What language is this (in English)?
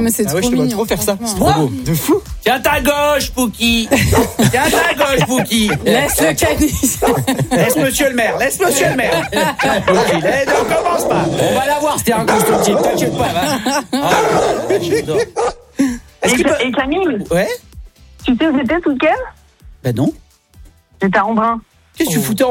French